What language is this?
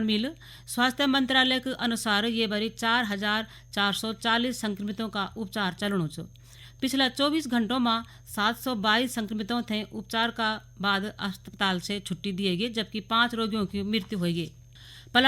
Garhwali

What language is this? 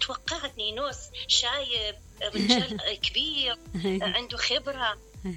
Mesopotamian Arabic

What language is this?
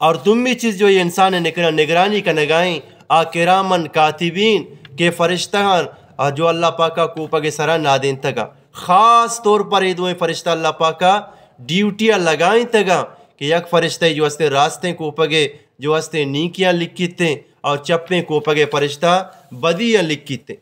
Eastern Balochi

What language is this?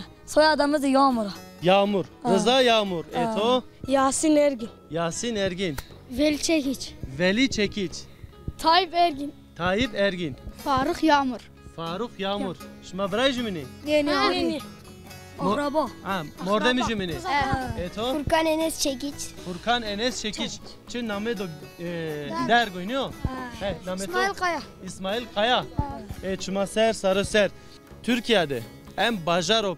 Zaza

